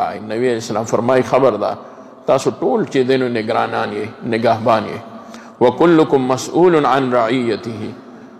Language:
Pashto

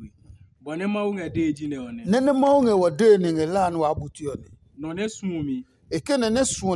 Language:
Adangme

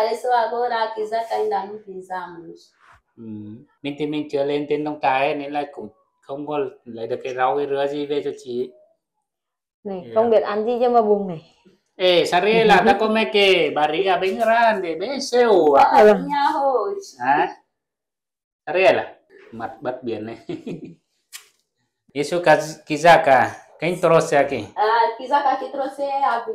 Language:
Vietnamese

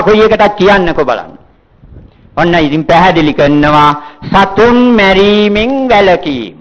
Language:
Sinhala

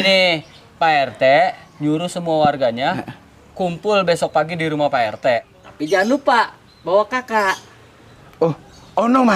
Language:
Betawi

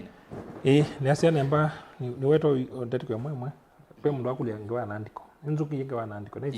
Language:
Kamba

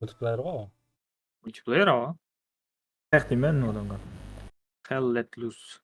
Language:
Kara-Kalpak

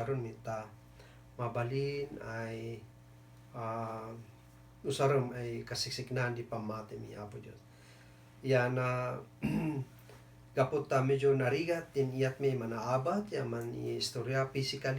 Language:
Kankanaey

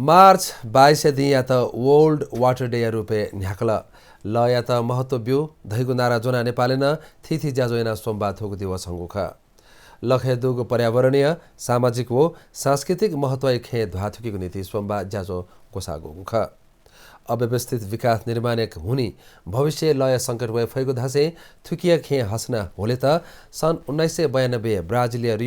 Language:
Newari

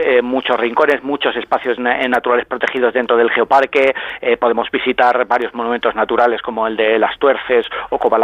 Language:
Spanish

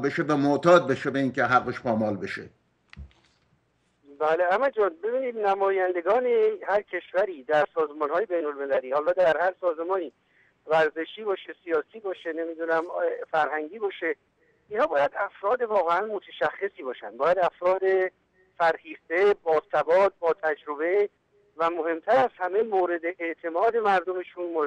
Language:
Persian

